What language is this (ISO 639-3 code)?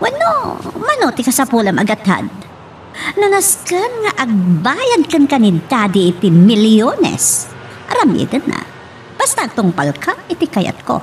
ilo